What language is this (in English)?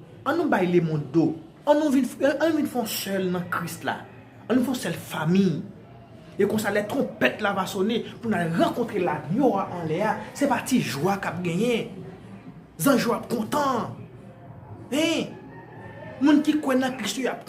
Haitian Creole